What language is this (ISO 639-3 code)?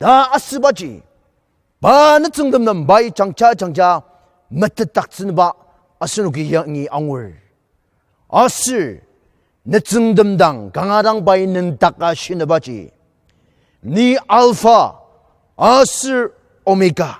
njo